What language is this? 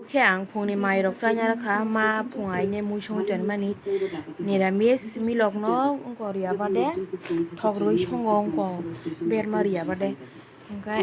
Kok Borok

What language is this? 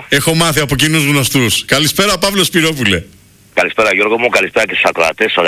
Greek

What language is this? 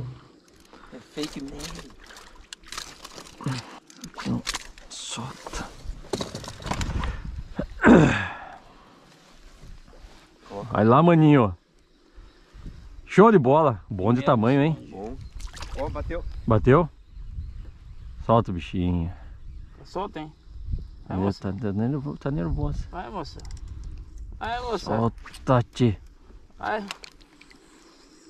Portuguese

